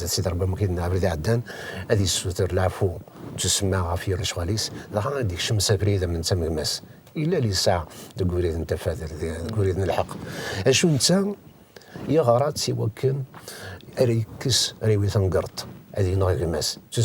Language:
Kabyle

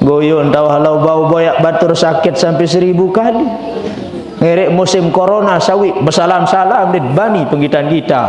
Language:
Sasak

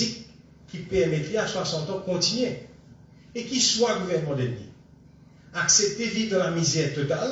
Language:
Morisyen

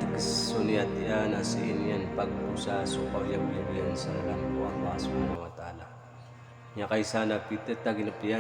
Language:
Maranao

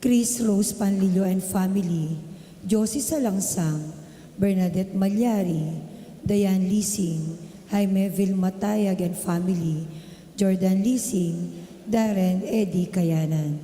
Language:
Pampanga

